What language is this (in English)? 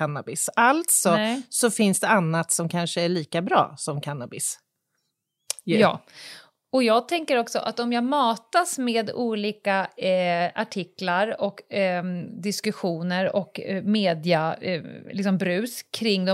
Swedish